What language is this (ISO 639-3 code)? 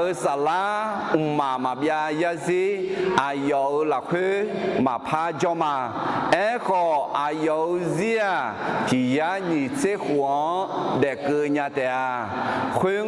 ahk